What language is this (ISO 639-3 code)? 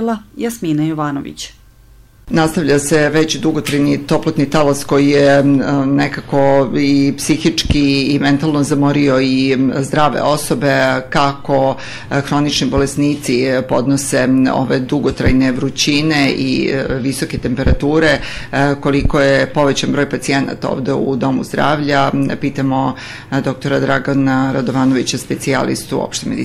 srp